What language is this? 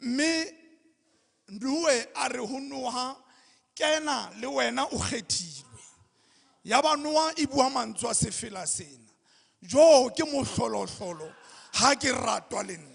Southern Sotho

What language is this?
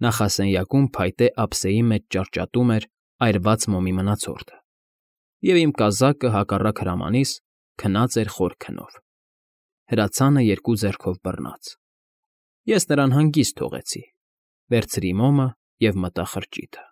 Armenian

